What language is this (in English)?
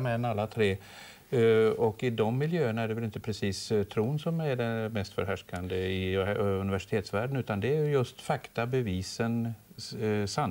Swedish